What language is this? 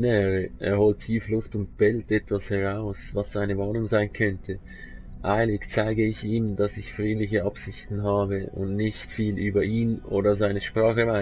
Swiss German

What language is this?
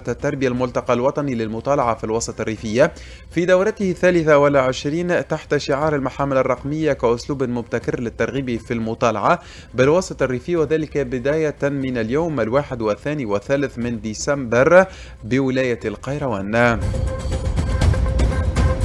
Tunisian Arabic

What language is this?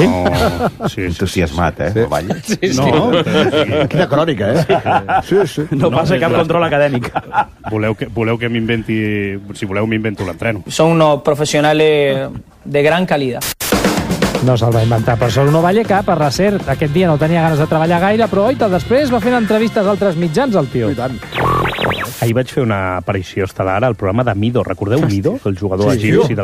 Catalan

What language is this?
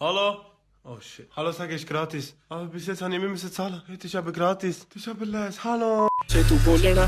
Swiss German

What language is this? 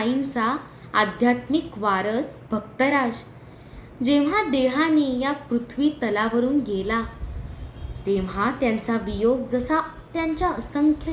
Marathi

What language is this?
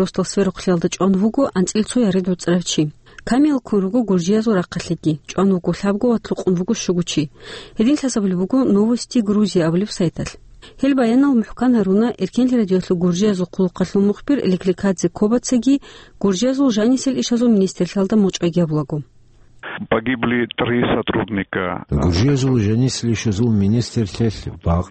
Avaric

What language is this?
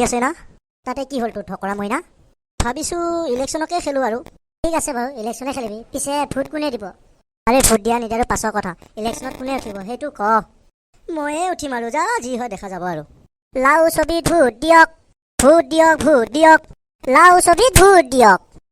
Assamese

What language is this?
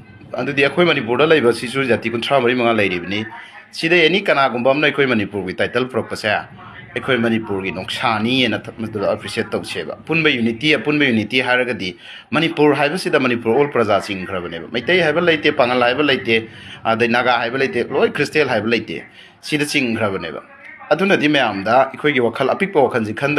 Manipuri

